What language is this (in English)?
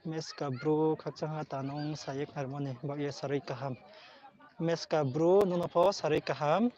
Riang (India)